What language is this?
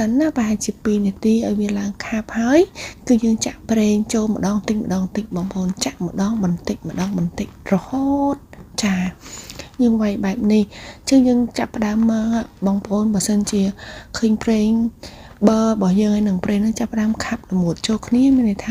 Khmer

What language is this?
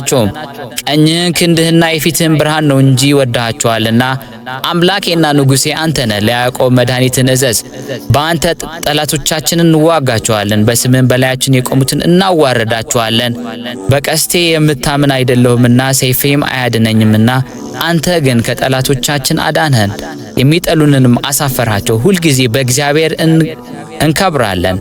Amharic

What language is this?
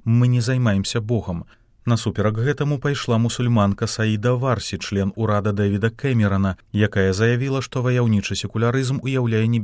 Belarusian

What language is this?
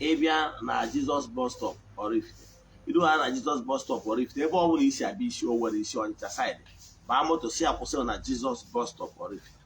Igbo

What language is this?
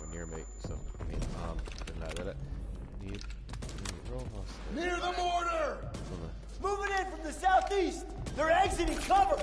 Irish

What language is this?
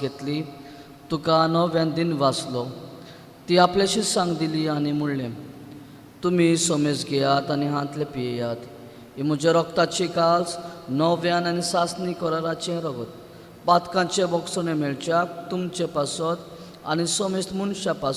Konkani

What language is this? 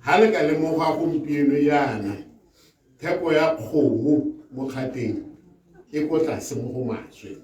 Tswana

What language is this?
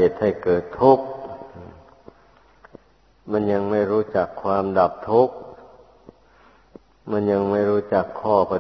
Thai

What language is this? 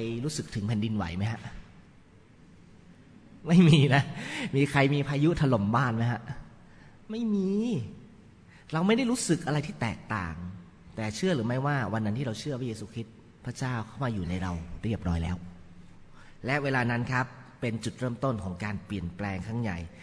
Thai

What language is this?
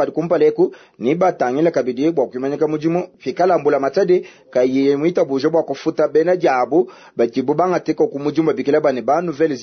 Luba-Lulua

